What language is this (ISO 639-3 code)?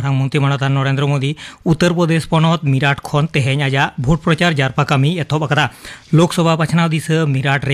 sat